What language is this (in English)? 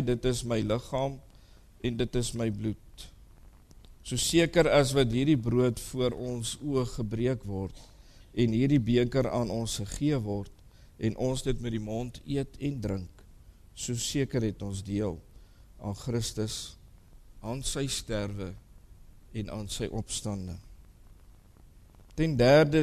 Afrikaans